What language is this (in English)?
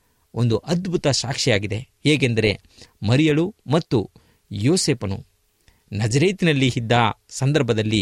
Kannada